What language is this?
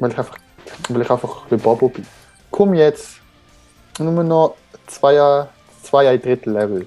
Swiss German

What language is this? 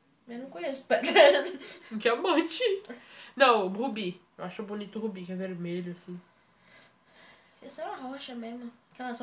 Portuguese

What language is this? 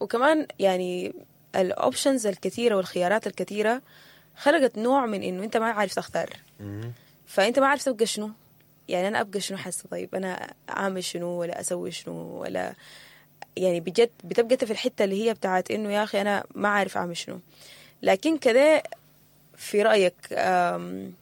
Sudanese Arabic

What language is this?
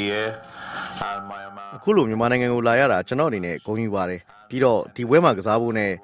Burmese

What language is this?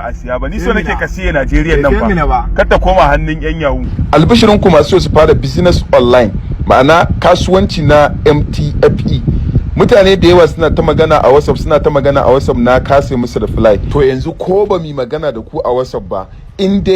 Hausa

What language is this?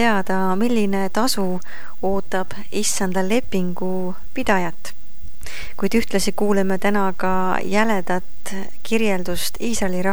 Estonian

